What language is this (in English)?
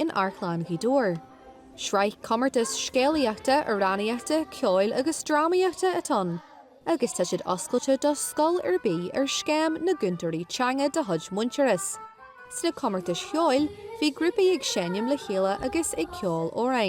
Irish